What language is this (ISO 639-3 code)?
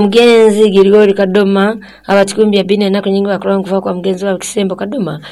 nyo